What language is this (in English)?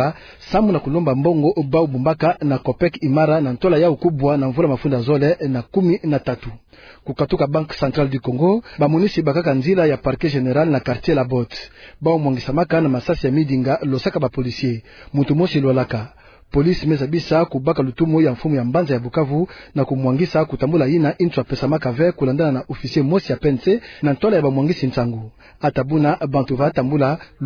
Kituba (Democratic Republic of Congo)